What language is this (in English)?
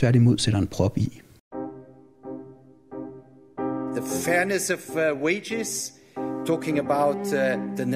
Danish